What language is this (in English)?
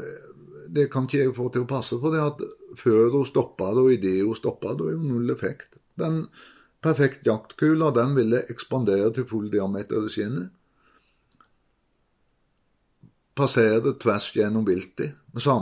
Norwegian